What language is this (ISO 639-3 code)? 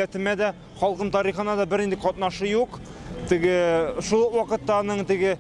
tat